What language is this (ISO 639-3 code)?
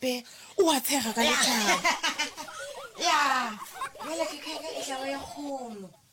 nso